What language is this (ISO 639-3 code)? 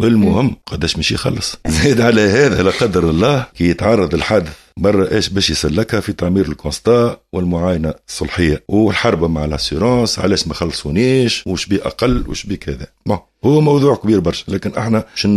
aeb